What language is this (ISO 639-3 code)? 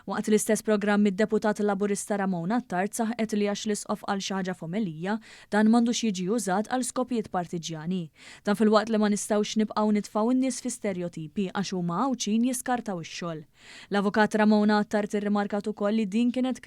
mlt